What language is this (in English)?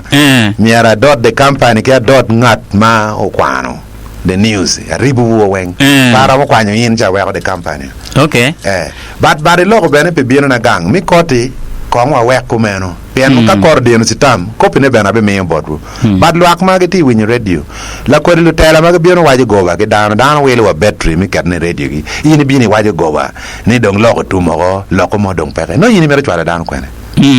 Acoli